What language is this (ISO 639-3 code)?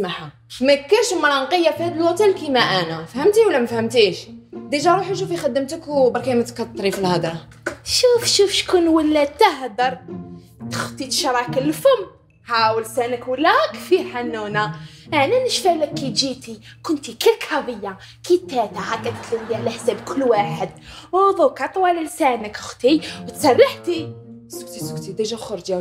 arq